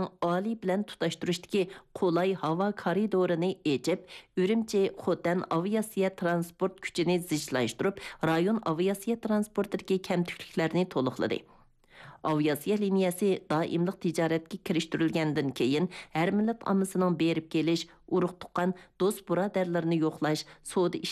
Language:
Uyghur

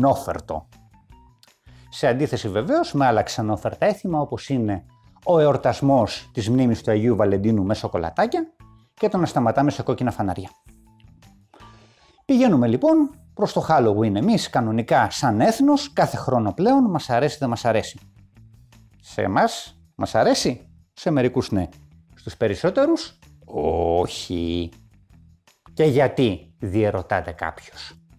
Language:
Greek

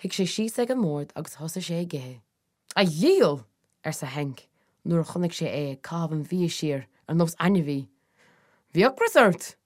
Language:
Irish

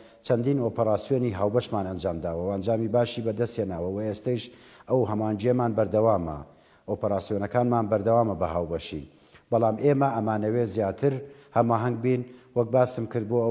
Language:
Central Kurdish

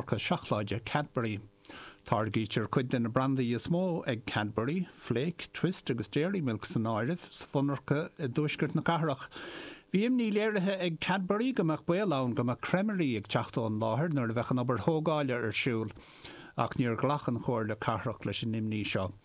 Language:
Irish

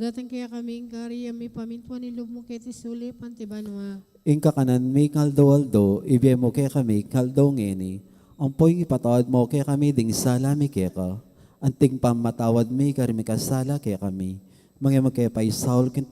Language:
Pampanga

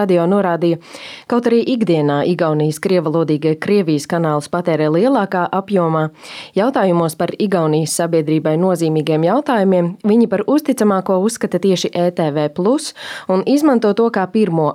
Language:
Latvian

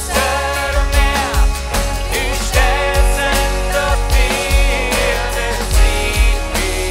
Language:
Plautdietsch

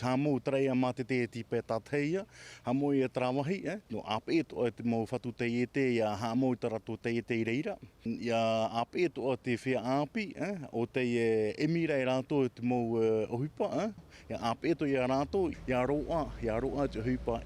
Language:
Tahitian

